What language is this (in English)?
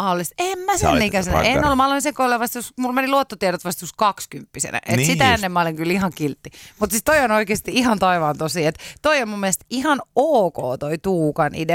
Finnish